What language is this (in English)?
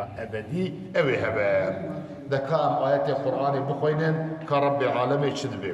Kurdish